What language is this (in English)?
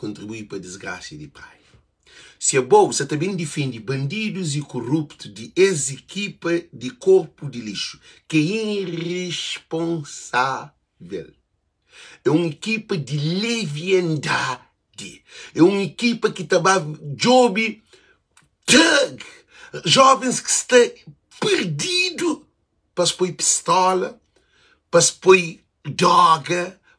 Kabuverdianu